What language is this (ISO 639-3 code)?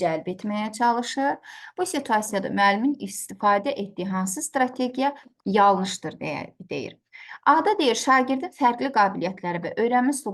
aze